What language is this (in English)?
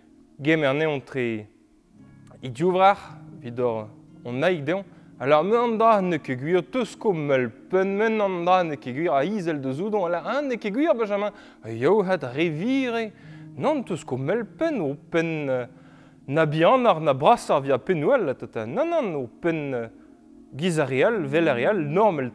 Breton